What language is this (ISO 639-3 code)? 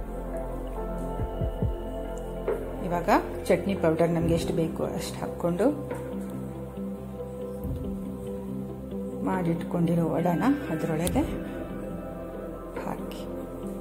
kan